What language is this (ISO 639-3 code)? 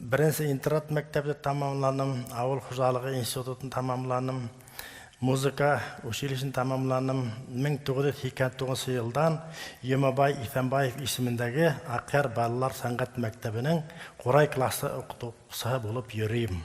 bak